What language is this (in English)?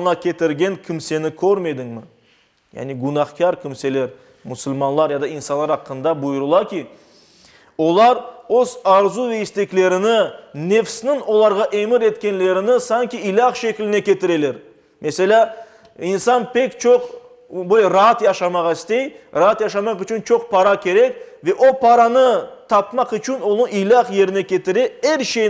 Crimean Tatar